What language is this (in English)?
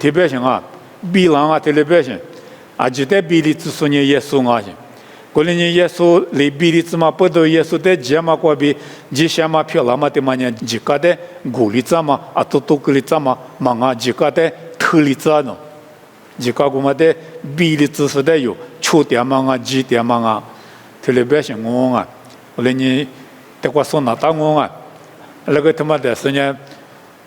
Lisu